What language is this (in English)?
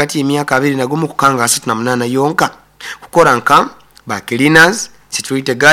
Nyoro